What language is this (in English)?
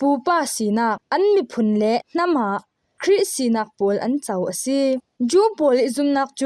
Falam Chin